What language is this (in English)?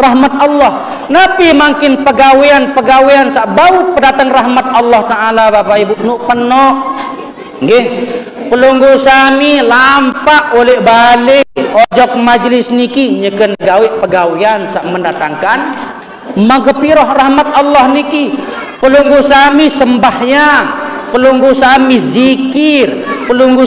Sasak